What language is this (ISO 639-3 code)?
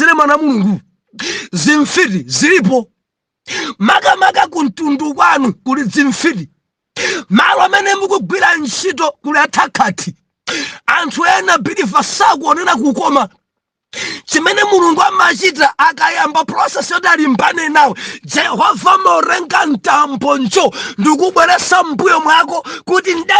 nya